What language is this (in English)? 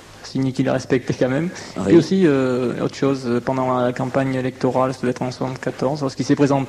French